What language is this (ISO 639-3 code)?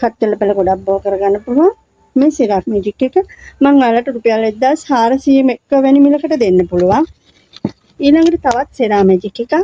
sin